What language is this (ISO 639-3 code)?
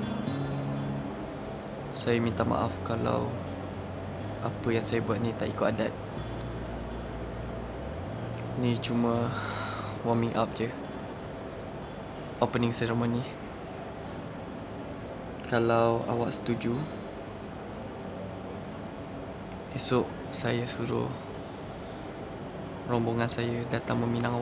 msa